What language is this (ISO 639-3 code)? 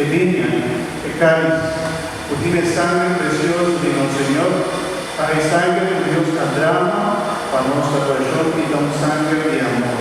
pap